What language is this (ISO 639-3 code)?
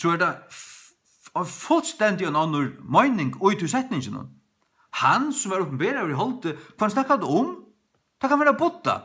fao